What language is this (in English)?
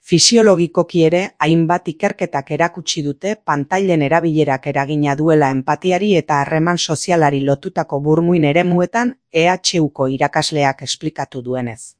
Basque